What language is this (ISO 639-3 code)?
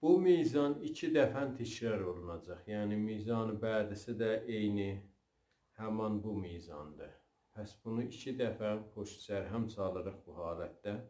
azb